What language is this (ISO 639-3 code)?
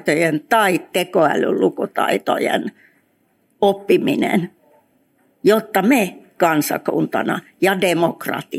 fin